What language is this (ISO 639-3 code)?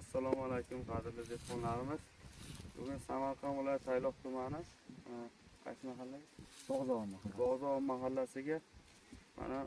uzb